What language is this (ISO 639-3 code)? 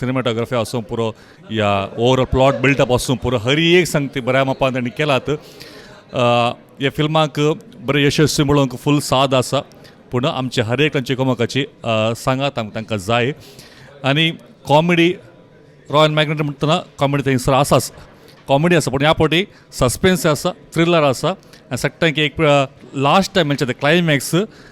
kok